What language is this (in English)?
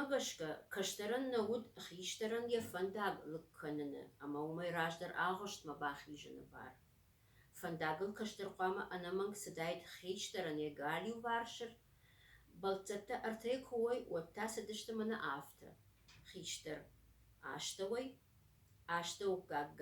Ossetic